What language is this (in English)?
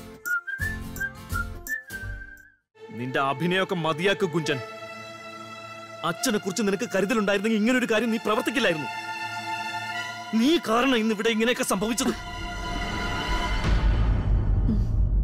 Malayalam